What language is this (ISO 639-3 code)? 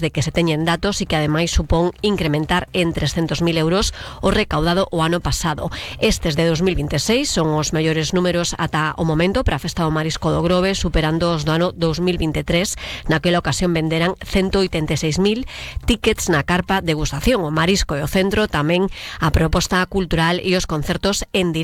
glg